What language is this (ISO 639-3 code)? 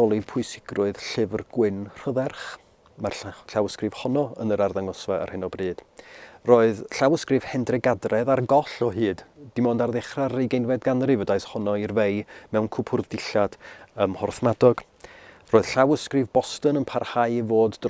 cym